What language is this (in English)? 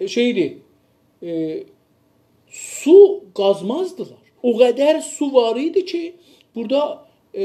South Azerbaijani